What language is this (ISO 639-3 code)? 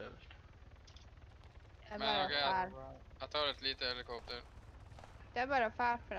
nor